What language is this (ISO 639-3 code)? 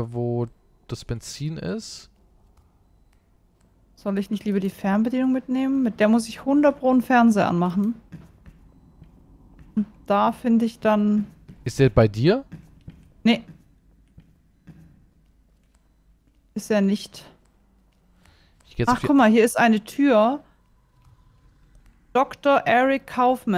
deu